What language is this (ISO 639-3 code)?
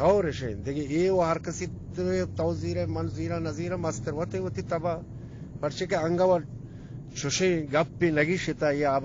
bgp